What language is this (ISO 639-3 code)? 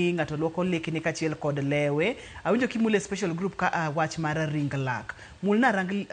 luo